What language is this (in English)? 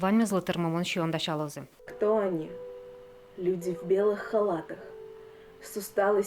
Udmurt